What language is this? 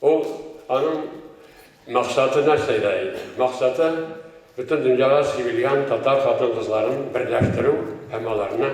Tatar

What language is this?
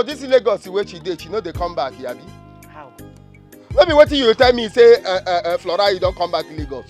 Nigerian Pidgin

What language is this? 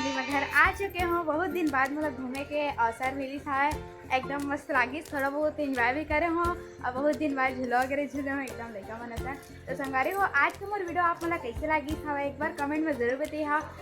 Chhattisgarhi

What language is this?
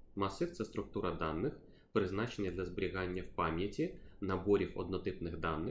Ukrainian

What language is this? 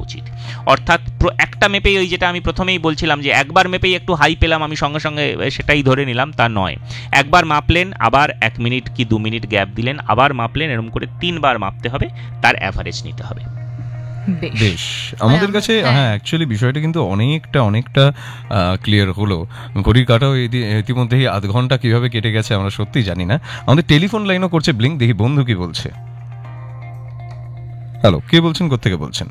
Bangla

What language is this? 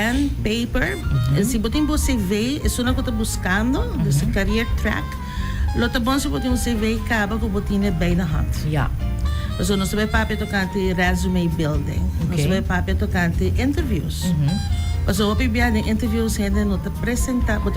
Papiamento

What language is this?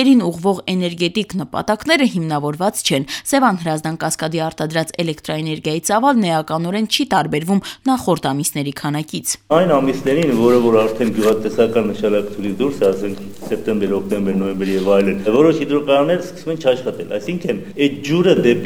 Armenian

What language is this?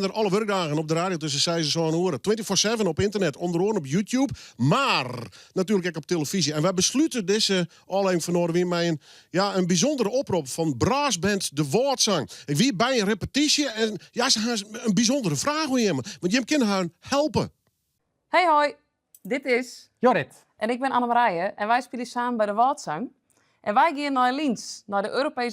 Western Frisian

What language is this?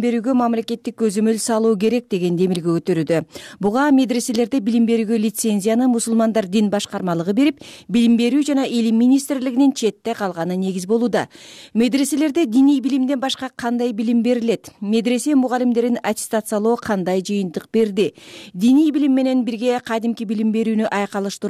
Kyrgyz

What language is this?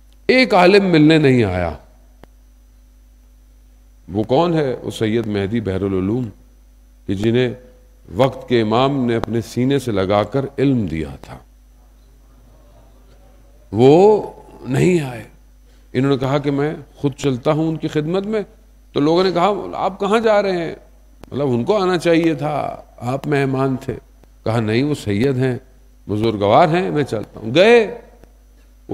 Urdu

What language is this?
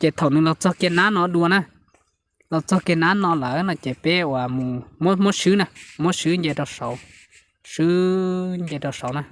Hmong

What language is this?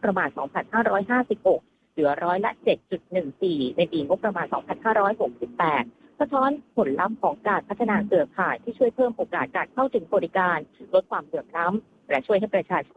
Thai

